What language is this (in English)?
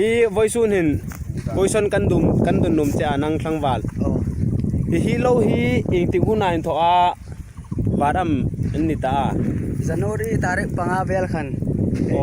Hmar